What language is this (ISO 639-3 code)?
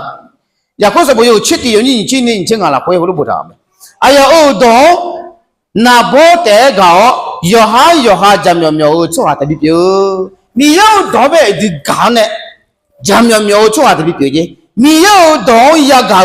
ahk